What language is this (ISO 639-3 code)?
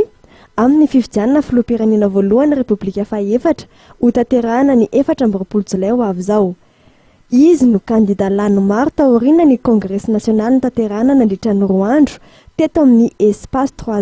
mlg